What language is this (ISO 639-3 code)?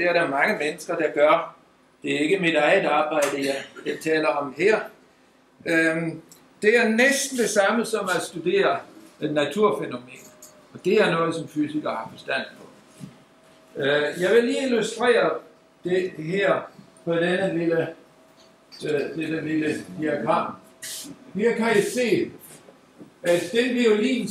dan